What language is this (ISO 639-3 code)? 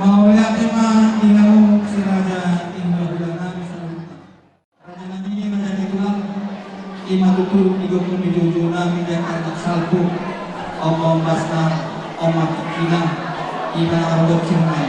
bbc